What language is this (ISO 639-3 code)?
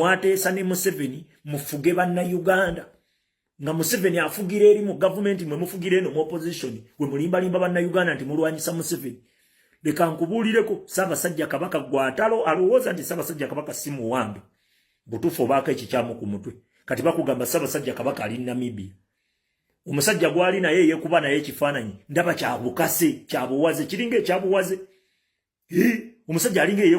lug